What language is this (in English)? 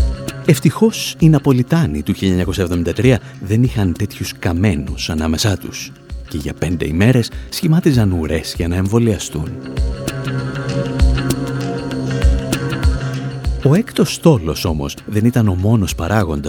Greek